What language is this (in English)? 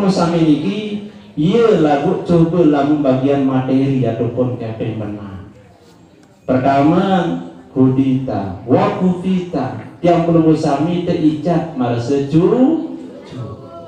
Sasak